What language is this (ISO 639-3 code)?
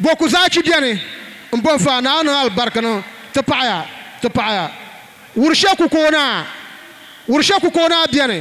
dag